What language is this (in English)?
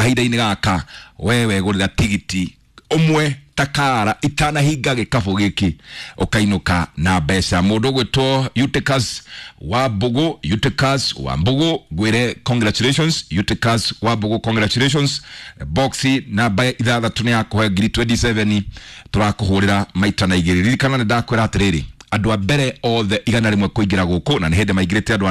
Kikuyu